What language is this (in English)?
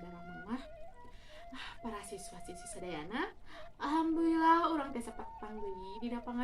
Sundanese